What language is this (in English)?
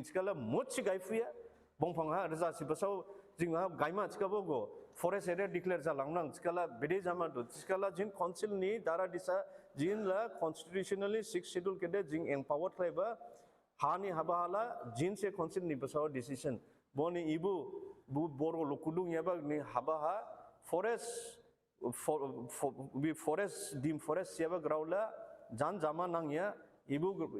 Dimasa